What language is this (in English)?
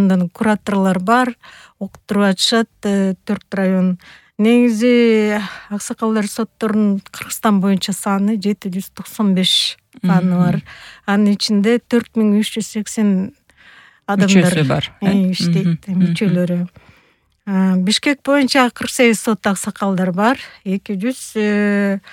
Kyrgyz